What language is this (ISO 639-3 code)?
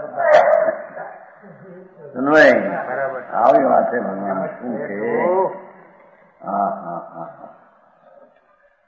hin